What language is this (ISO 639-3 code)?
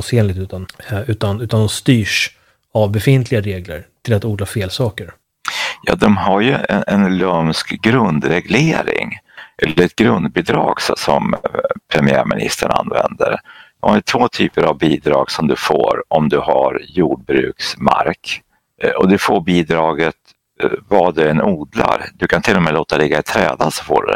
swe